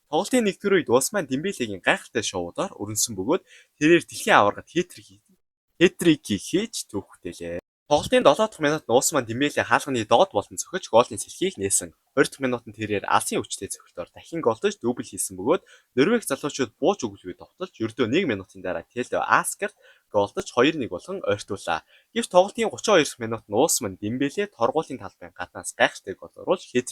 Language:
Mongolian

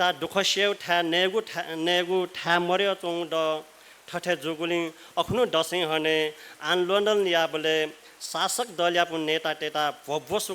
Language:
Newari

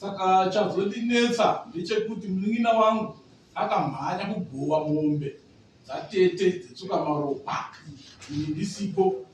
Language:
Shona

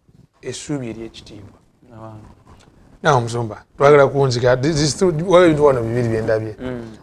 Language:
Ganda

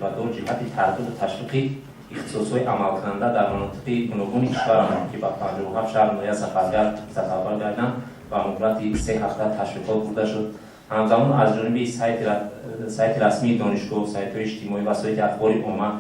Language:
Tajik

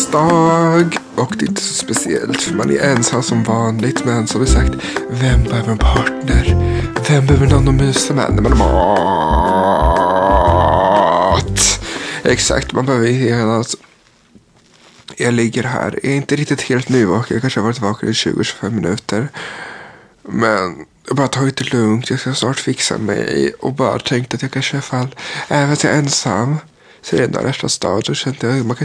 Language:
Swedish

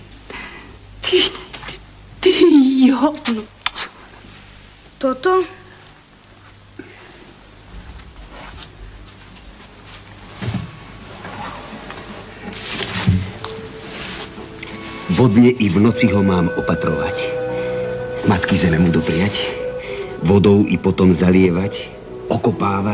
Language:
Slovak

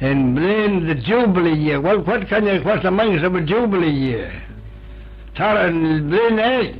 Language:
Manx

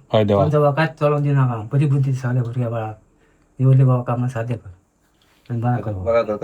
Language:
Konkani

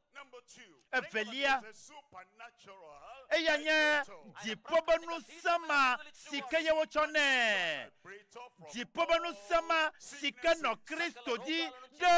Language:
Ewe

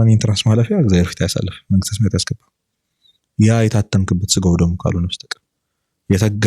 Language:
Amharic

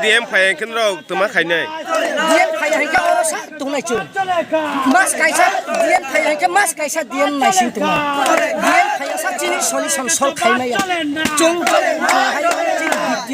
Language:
Kok Borok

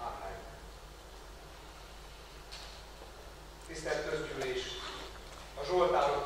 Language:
Hungarian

